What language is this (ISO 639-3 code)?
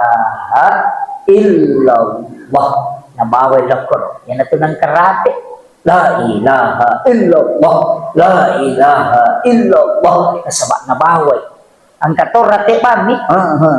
bug